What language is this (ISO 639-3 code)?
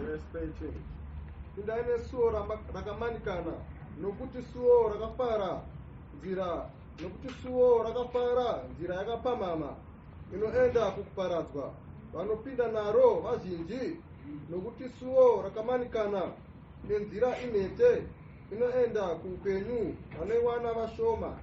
sna